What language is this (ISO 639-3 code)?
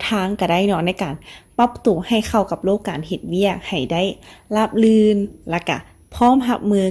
lao